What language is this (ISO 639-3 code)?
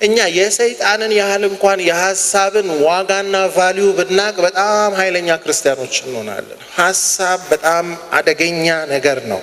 amh